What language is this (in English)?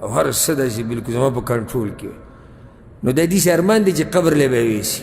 Pashto